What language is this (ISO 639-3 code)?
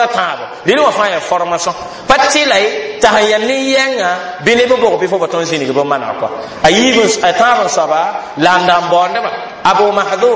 mos